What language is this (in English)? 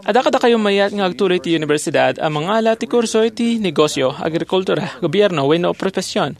Iloko